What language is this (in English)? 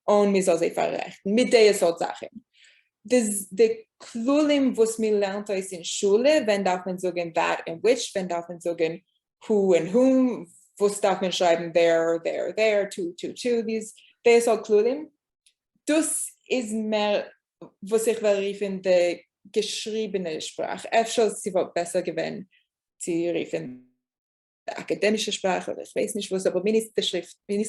Yiddish